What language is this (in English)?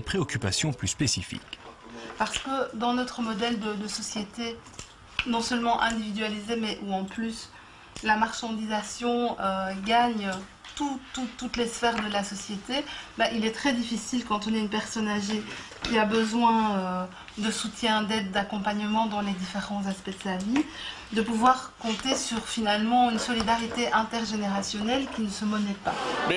French